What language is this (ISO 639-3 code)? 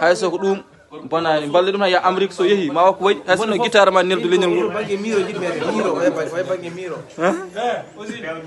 ful